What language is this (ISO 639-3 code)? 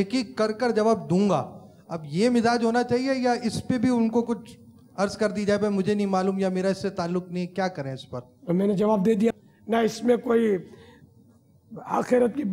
urd